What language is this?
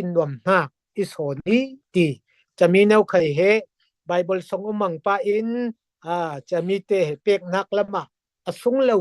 Falam Chin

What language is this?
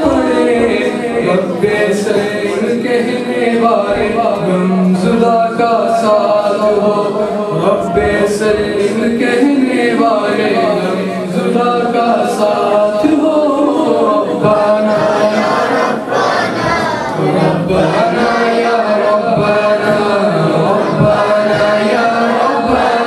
Urdu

